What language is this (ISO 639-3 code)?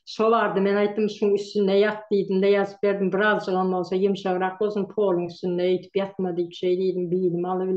tuk